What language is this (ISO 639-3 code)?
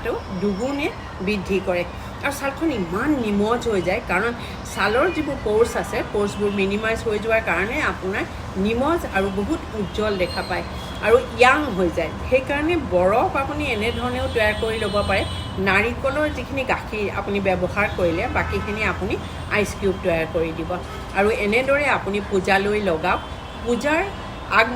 asm